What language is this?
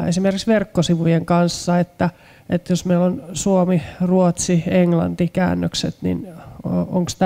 Finnish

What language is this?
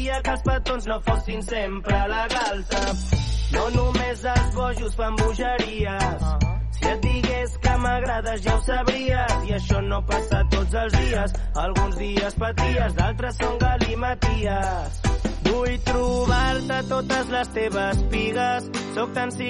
Catalan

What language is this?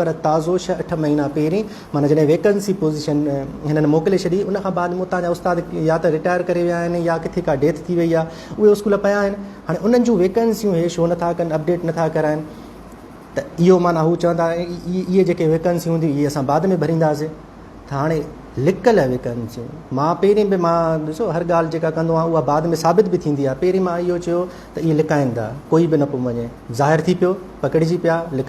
Sindhi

